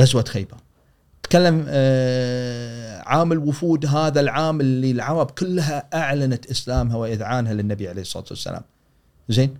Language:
Gulf Arabic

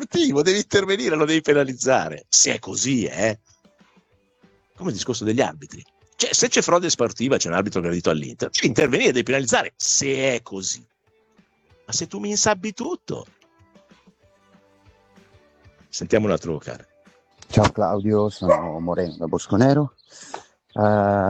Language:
Italian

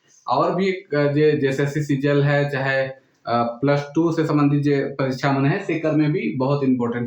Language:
Sadri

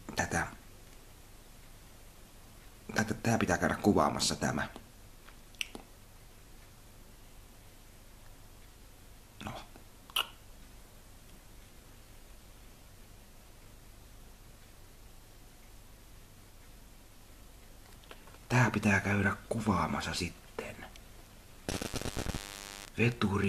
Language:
Finnish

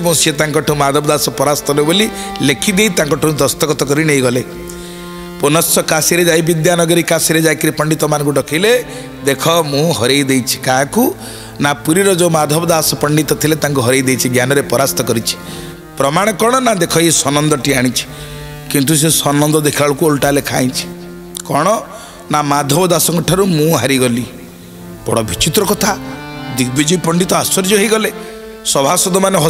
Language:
Odia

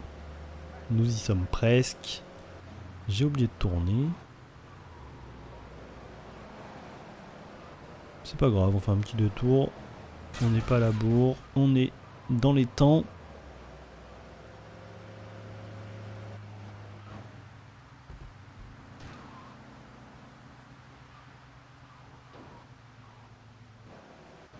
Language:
French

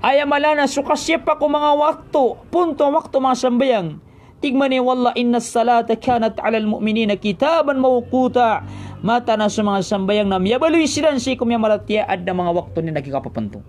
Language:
Maranao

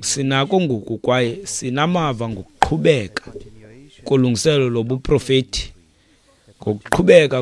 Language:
Xhosa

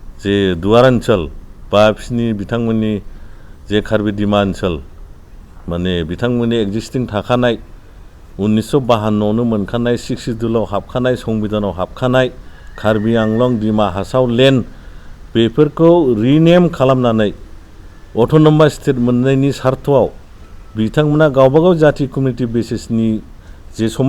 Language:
Bodo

